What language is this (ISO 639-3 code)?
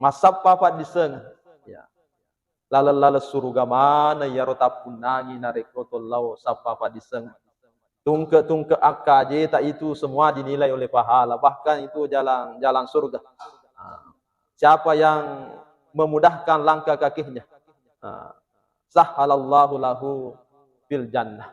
bug